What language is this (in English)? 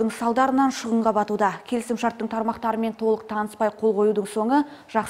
Kazakh